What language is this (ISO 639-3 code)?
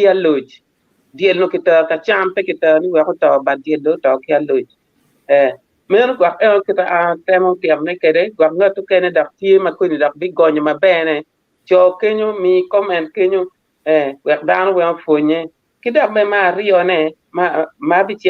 ach